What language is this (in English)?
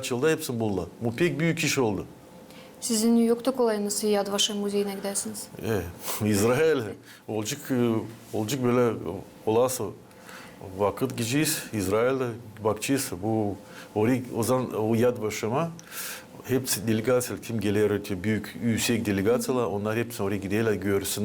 Gagauz